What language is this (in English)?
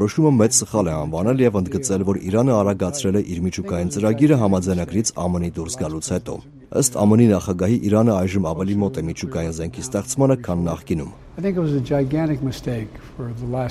Armenian